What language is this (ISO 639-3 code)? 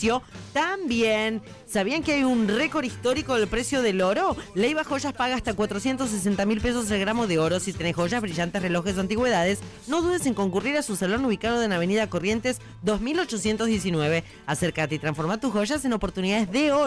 spa